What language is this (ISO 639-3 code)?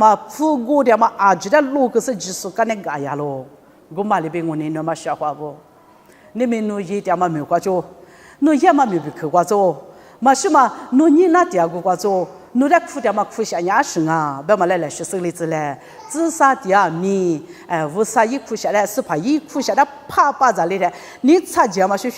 lis